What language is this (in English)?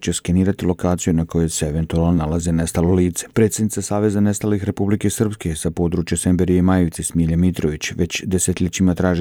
Croatian